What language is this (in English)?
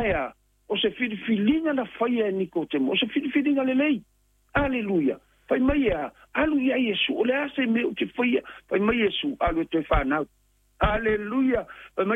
Samoan